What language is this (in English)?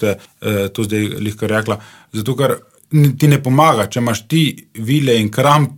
Slovenian